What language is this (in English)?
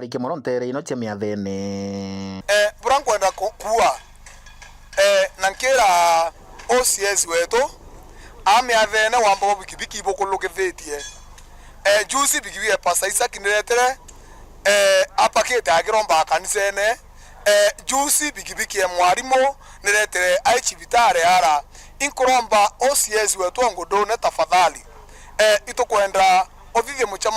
Meru